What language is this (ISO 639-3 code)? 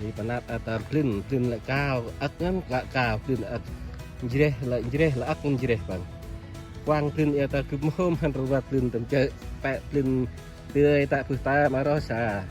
cmo